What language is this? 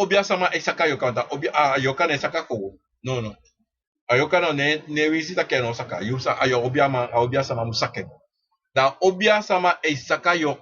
Sranan Tongo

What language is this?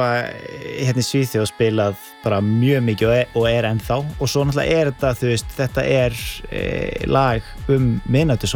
Icelandic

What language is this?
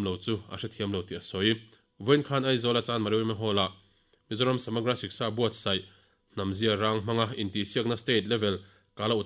Mizo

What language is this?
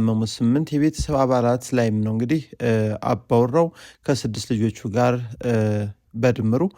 Amharic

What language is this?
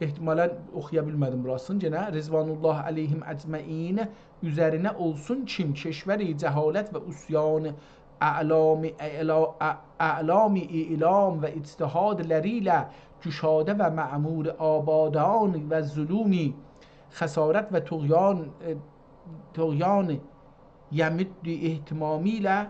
South Azerbaijani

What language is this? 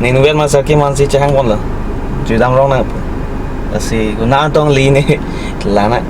Karbi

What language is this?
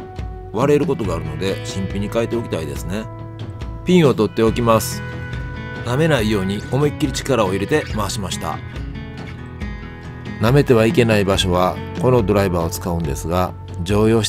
Japanese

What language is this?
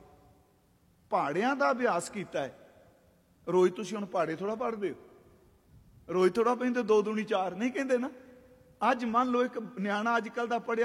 Punjabi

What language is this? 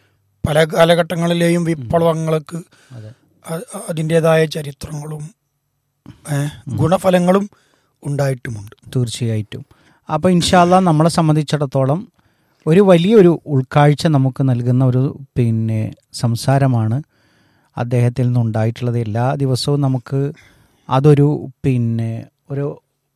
Malayalam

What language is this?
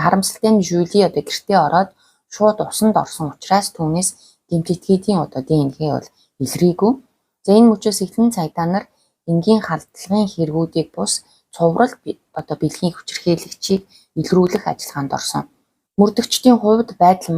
Mongolian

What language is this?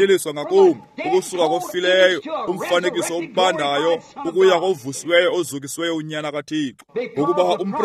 Xhosa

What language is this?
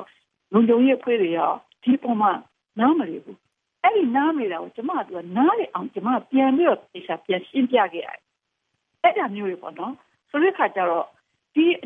Burmese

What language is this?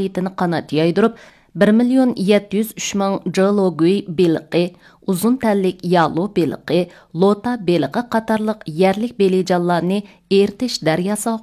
Uyghur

